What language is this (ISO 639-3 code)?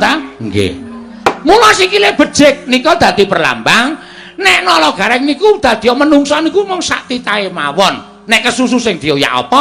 jav